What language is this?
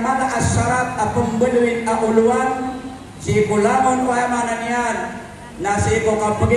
Maranao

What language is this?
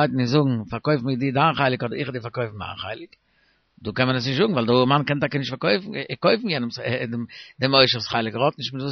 Yiddish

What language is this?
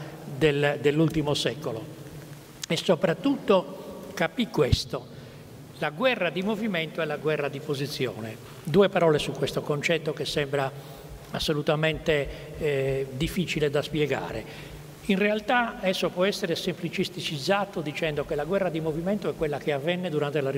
Italian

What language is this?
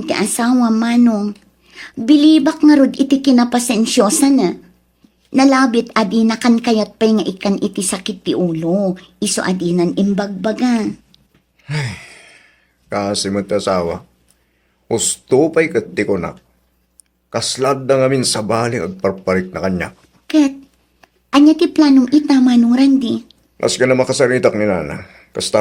Iloko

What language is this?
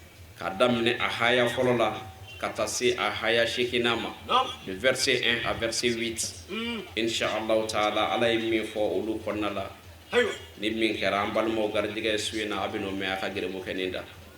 Bambara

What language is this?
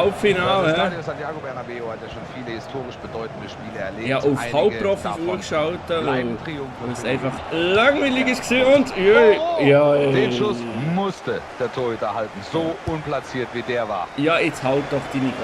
Swiss German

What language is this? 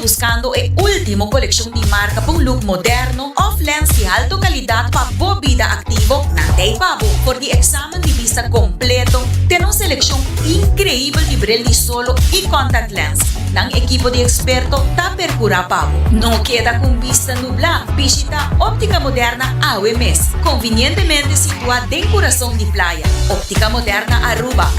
Papiamento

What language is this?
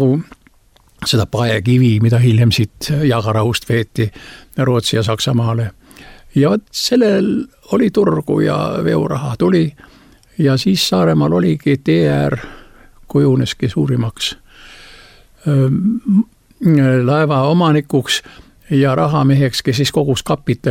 Estonian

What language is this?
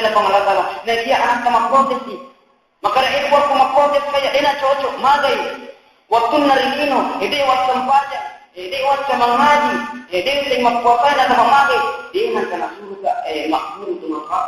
Buginese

